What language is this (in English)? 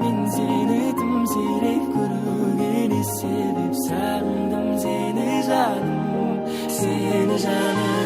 Kara-Kalpak